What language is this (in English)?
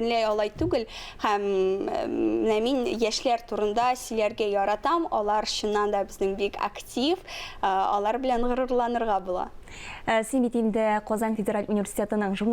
Tatar